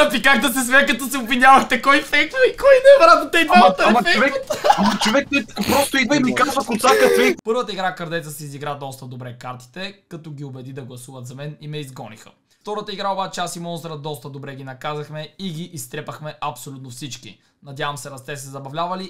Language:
Bulgarian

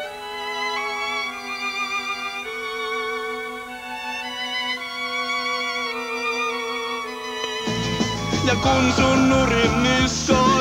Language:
Finnish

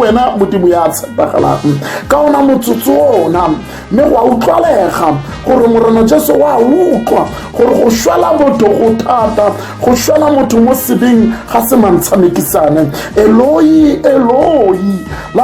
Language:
Tswana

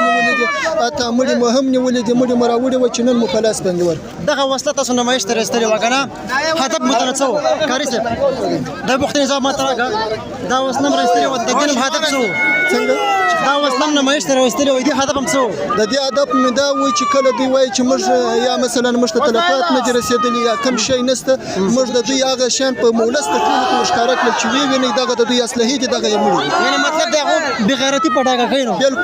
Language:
Pashto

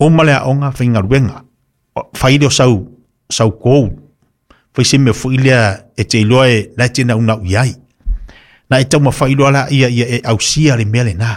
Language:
Samoan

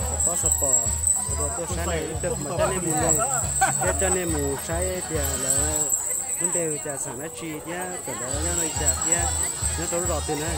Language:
Hmong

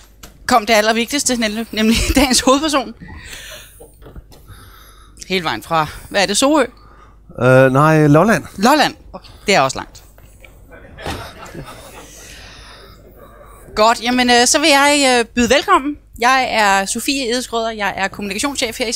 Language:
Danish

